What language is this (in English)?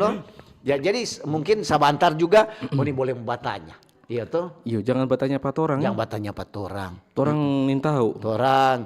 Manado Malay